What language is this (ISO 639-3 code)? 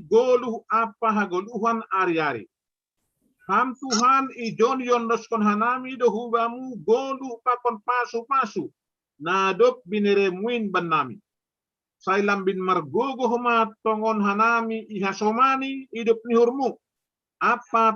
bts